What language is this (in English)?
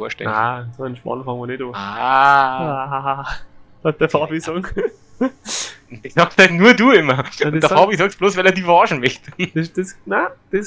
Bavarian